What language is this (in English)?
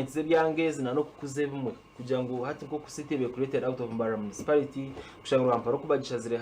Nyankole